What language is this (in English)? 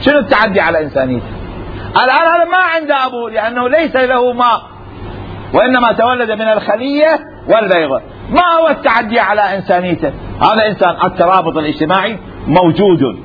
Mesopotamian Arabic